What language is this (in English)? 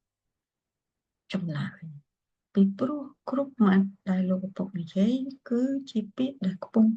Khmer